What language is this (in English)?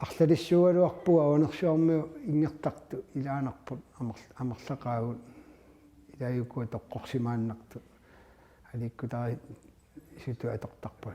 Kalaallisut